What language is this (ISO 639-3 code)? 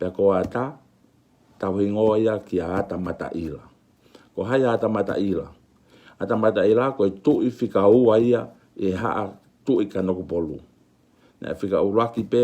ton